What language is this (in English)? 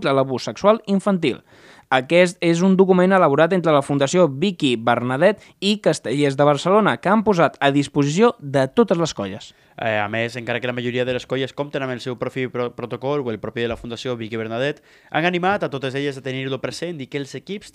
Catalan